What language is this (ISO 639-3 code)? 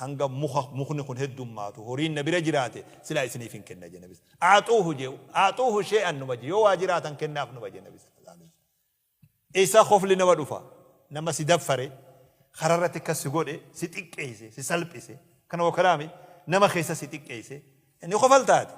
orm